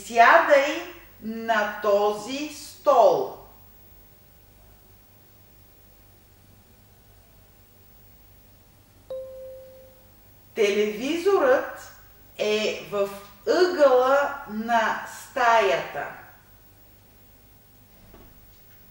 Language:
Bulgarian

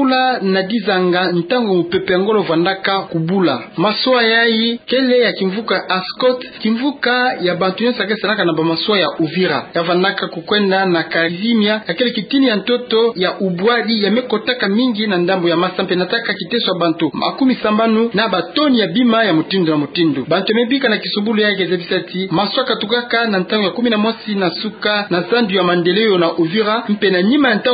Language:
Kituba (Democratic Republic of Congo)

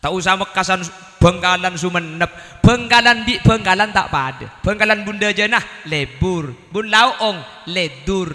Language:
Madurese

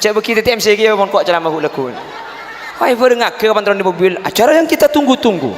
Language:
Madurese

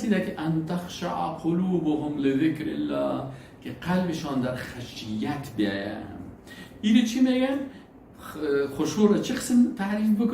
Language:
Persian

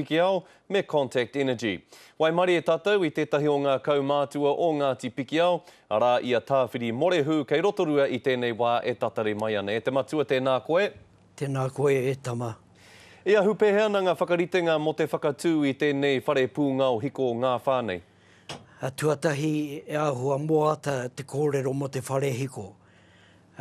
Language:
Māori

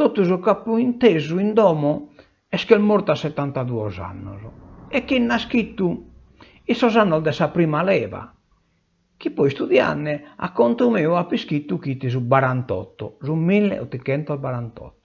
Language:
Sardinian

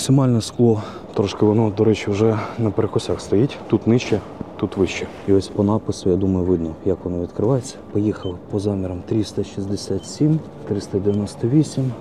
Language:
Ukrainian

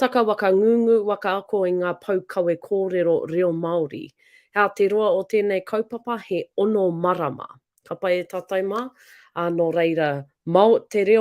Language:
Māori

